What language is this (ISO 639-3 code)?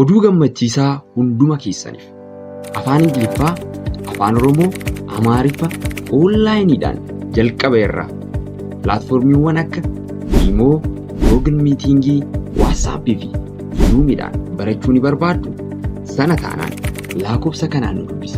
orm